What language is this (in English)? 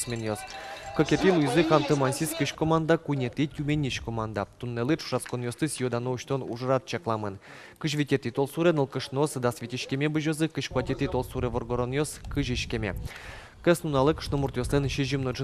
Udmurt